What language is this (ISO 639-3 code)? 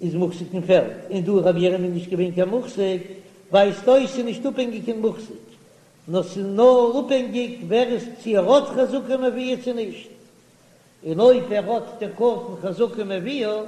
yid